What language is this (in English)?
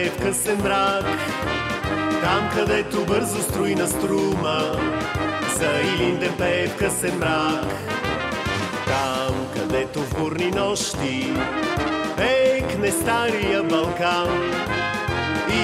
Bulgarian